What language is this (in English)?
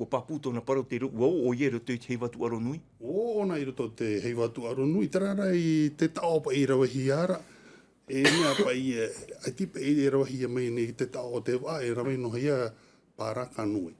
Tahitian